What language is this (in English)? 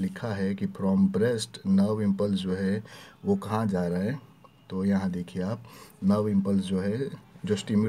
Hindi